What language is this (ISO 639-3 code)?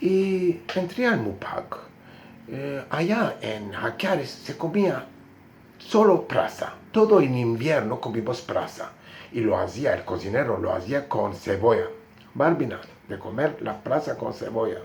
lad